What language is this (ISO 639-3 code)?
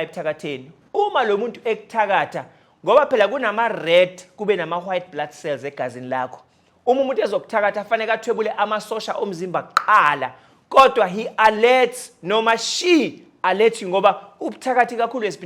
zul